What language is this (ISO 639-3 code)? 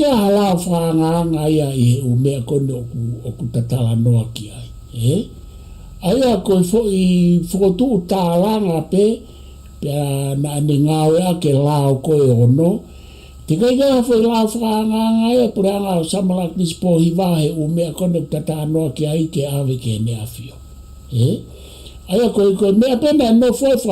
ton